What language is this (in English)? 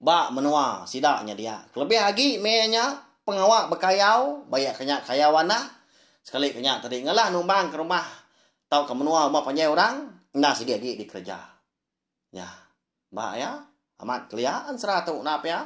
Iban